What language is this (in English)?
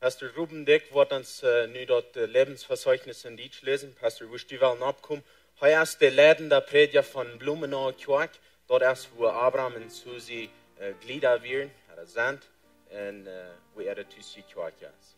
Plautdietsch